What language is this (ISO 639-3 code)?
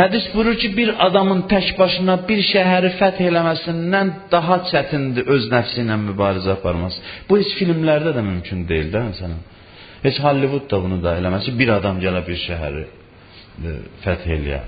aze